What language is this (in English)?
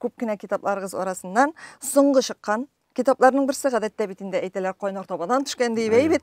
Tatar